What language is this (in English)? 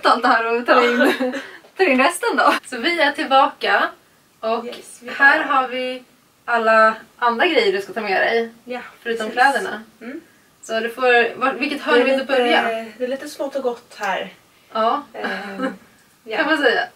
Swedish